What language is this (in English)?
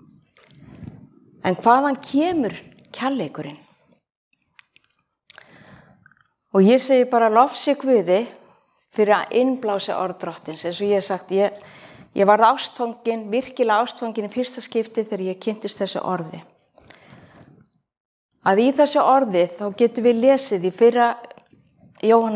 Icelandic